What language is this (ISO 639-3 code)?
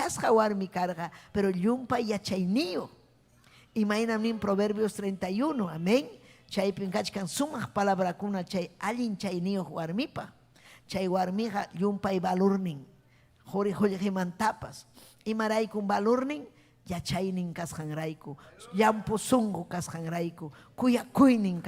quy